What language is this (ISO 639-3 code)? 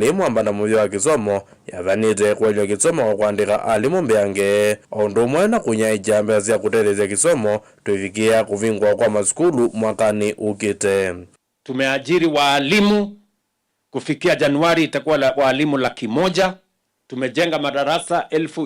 kam